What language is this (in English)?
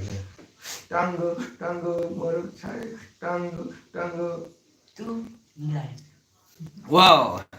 Manipuri